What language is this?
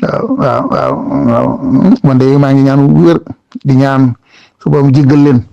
Wolof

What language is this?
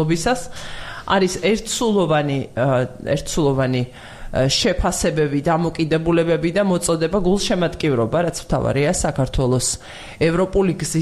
Georgian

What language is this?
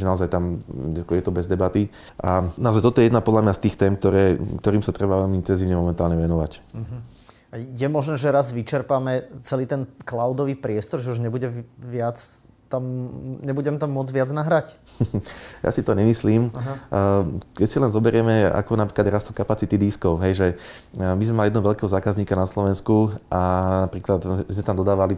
Slovak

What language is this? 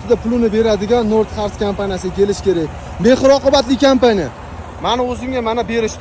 Uzbek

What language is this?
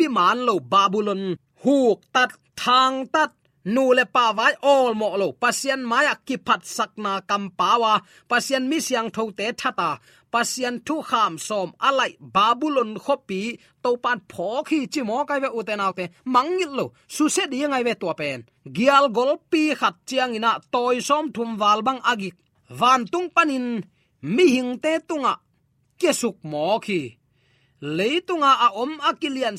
Tedim Chin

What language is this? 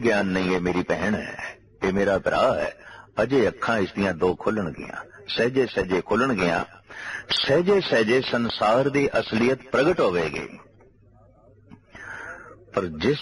Punjabi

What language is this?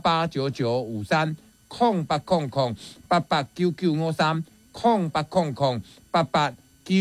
Min Nan Chinese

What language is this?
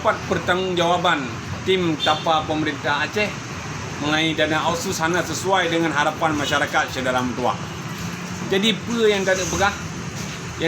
Achinese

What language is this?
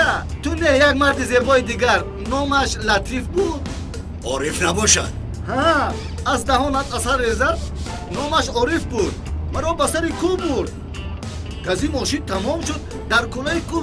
Tajik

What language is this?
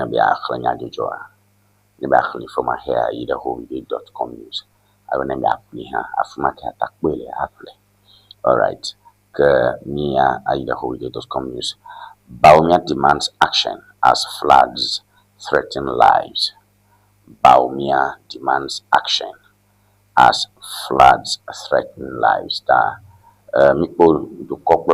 Ewe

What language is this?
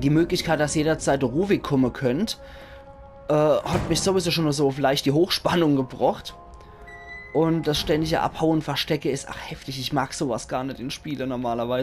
Palatine German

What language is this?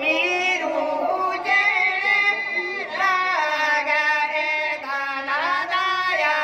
Santali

